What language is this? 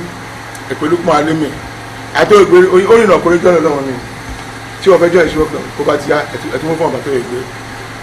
Yoruba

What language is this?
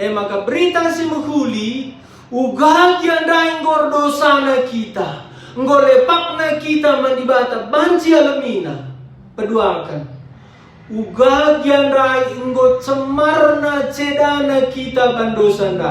Batak Karo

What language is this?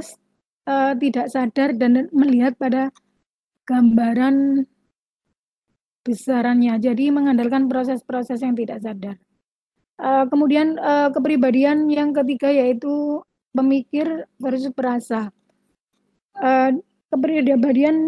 Indonesian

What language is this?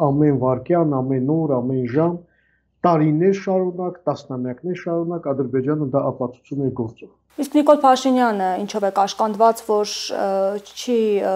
Armenian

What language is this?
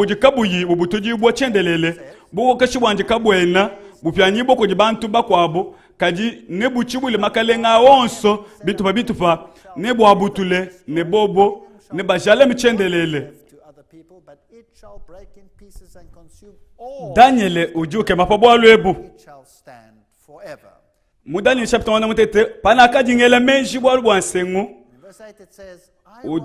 Luba-Lulua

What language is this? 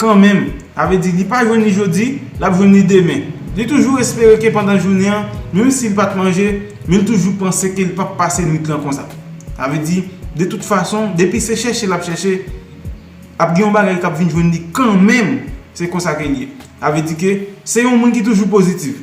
Haitian Creole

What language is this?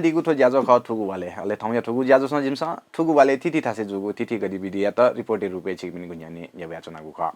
Newari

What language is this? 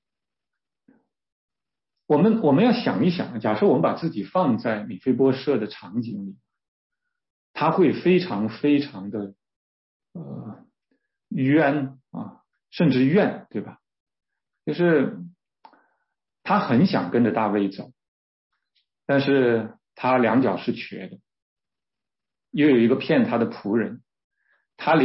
Chinese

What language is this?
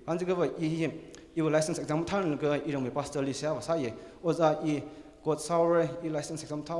Tangkhul Naga (India)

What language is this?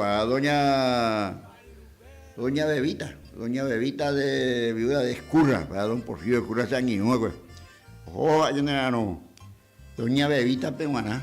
Guarani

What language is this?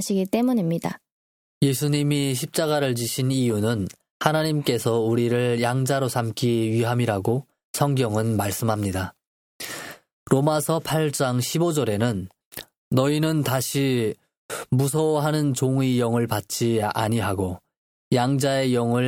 Korean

